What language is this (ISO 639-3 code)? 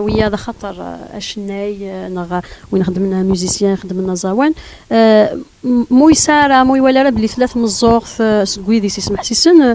kab